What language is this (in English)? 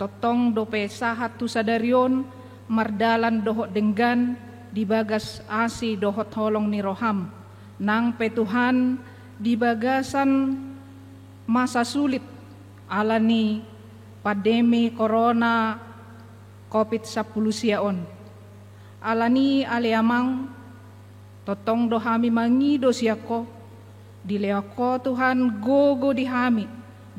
Batak Toba